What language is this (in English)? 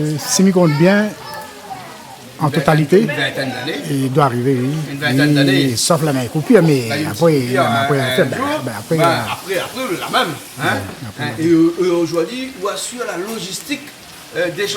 Réunion Creole French